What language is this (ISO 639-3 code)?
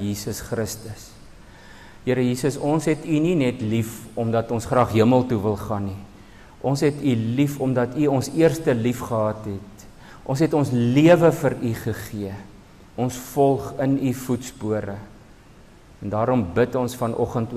afr